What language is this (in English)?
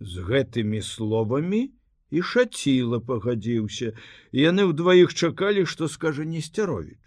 Belarusian